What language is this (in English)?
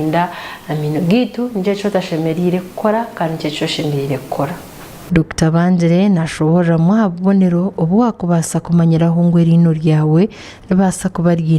Nyankole